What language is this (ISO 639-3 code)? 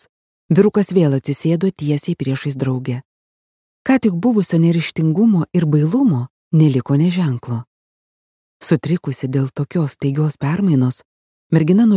lit